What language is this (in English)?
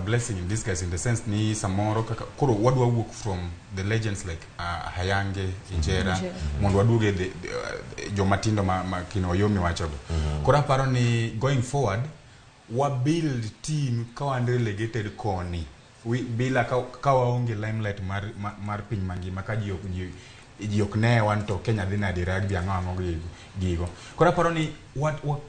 Luo (Kenya and Tanzania)